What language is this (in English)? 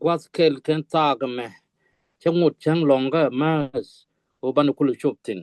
Nuer